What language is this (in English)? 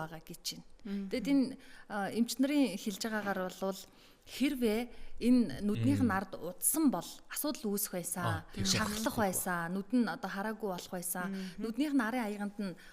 Mongolian